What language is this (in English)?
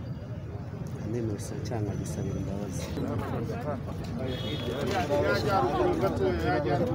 Kinyarwanda